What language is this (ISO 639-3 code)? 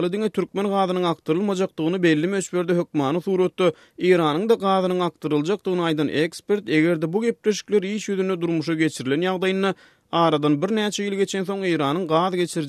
tuk